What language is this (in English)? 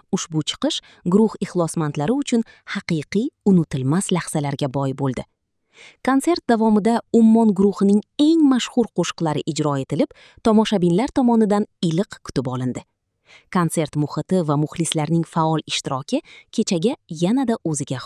Uzbek